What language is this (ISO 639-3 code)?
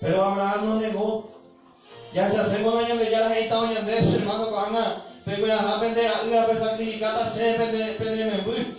grn